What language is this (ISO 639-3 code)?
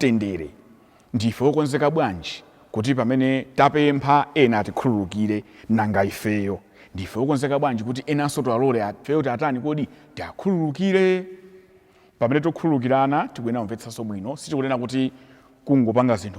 nya